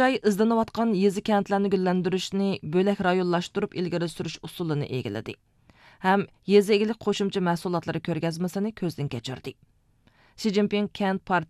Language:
Uyghur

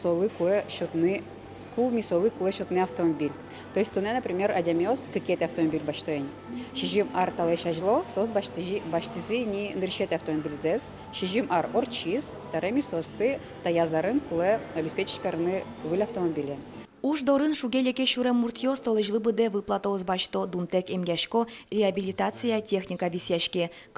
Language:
Udmurt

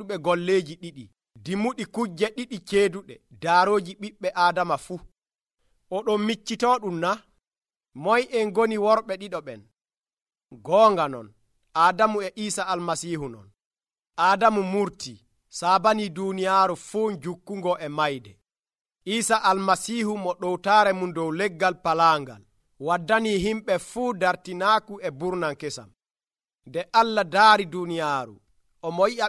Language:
Nigerian Fulfulde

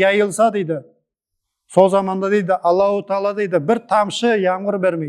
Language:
Nogai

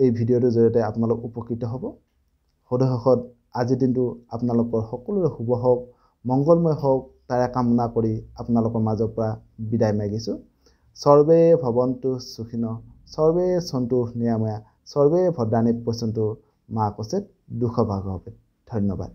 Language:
Assamese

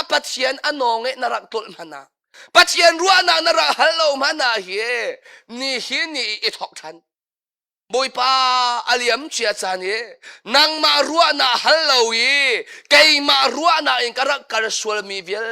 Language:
Hakha Chin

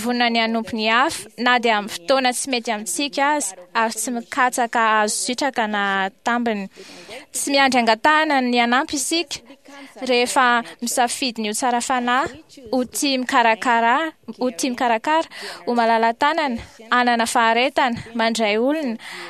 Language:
Malagasy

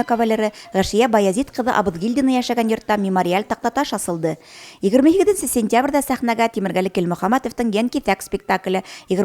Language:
Bashkir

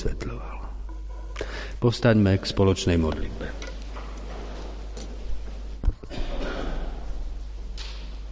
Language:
Slovak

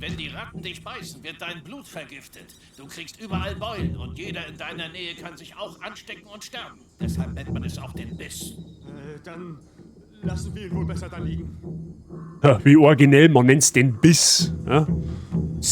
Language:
Bavarian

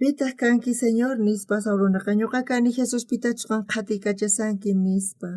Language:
South Bolivian Quechua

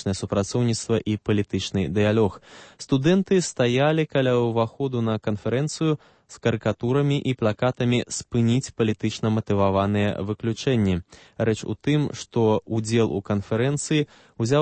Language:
Belarusian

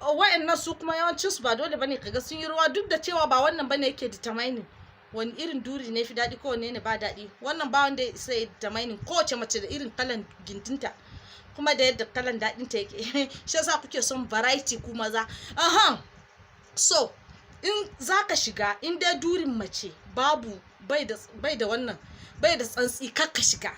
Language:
Hausa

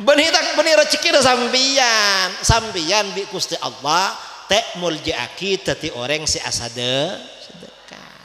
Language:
Madurese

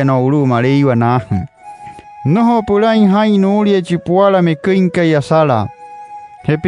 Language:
Wayuu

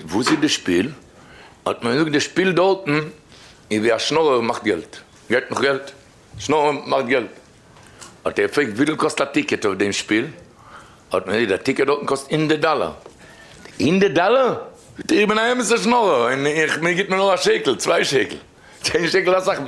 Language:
Yiddish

